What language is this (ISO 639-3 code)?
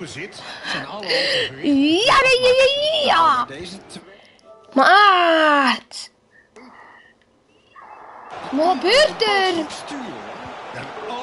nld